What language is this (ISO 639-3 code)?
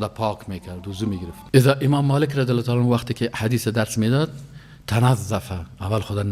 fas